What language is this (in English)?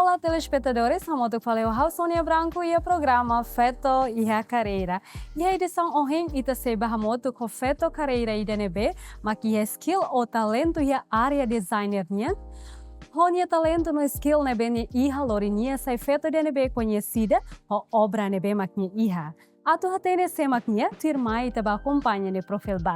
Tetum